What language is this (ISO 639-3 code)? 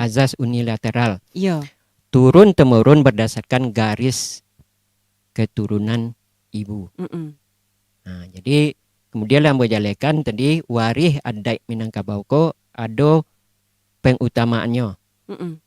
min